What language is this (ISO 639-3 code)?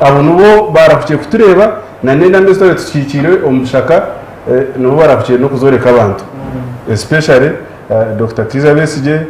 nyn